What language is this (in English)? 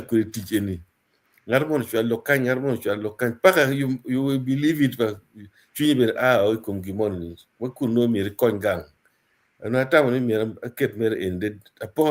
Acoli